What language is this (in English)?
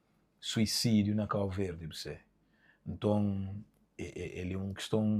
Kabuverdianu